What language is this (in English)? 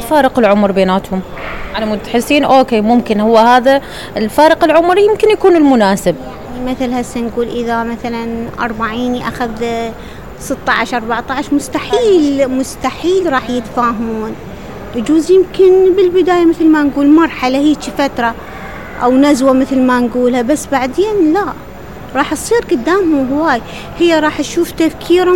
Mesopotamian Arabic